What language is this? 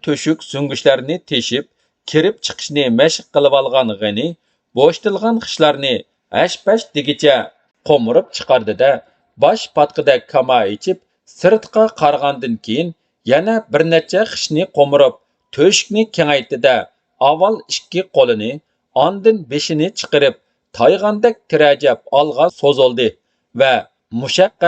Uyghur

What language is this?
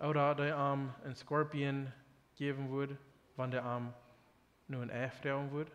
Plautdietsch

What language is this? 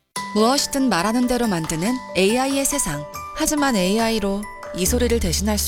Korean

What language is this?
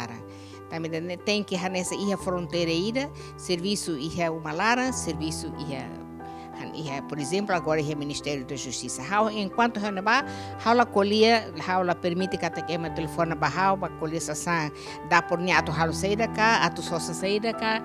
Tetum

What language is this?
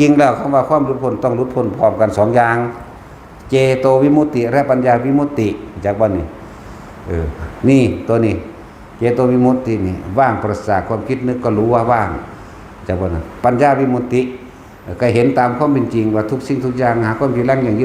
Lao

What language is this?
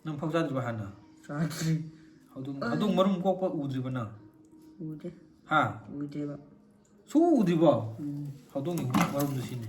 Manipuri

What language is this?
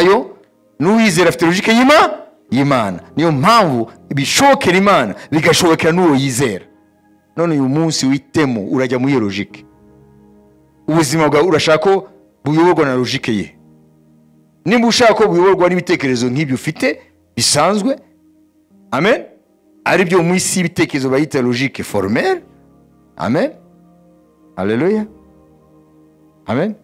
Kinyarwanda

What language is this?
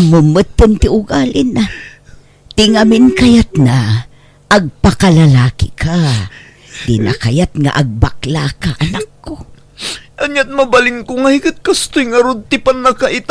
Iloko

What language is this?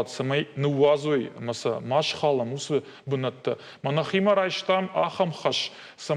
Ossetic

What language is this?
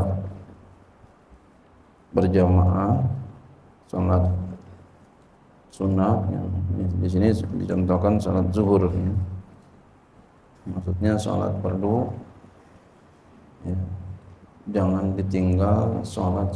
Indonesian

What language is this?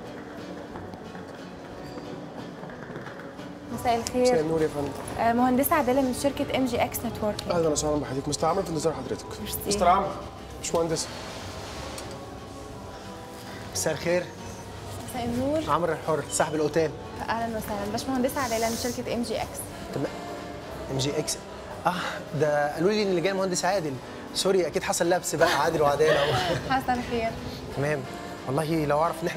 Egyptian Arabic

